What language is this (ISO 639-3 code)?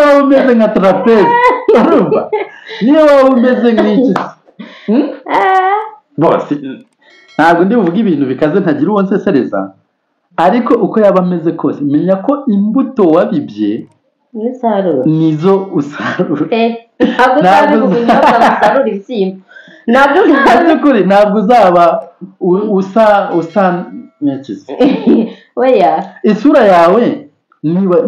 kin